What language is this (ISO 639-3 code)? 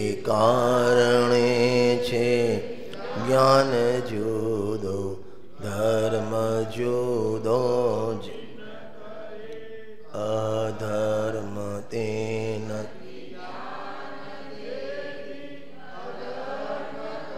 guj